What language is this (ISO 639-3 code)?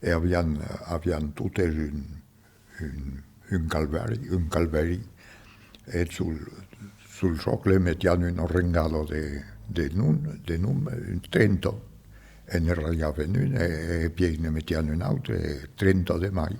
oci